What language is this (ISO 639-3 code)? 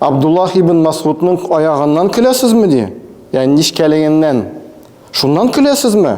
tat